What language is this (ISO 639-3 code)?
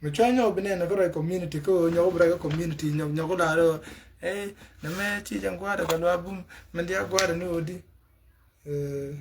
nus